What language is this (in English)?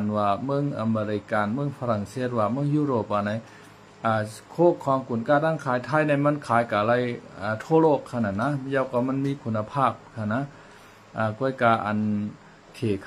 Shan